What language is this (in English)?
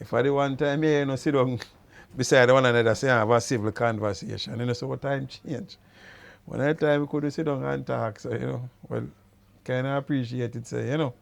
Jamaican Creole English